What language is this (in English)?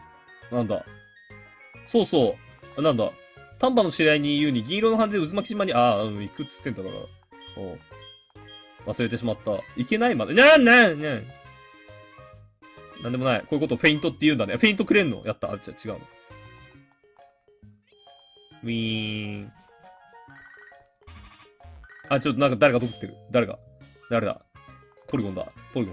Japanese